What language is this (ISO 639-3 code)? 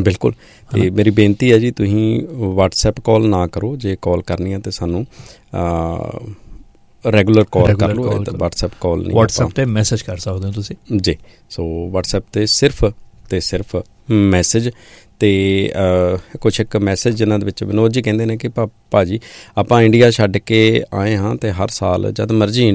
pan